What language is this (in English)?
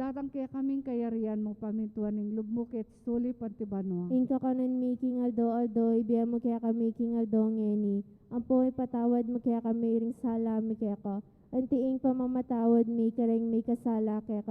Pampanga